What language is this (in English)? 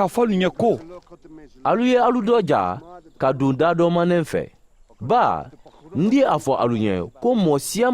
Mandingo